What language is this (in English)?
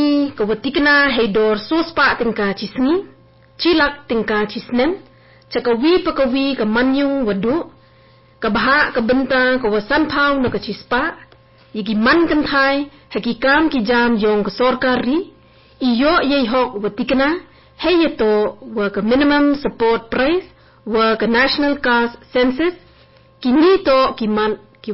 Garo